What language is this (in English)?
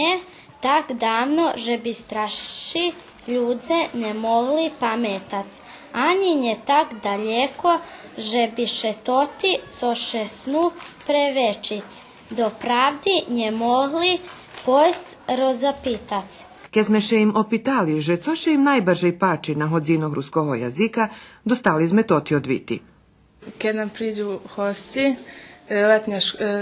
Rusyn